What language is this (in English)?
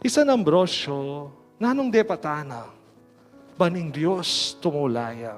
Pampanga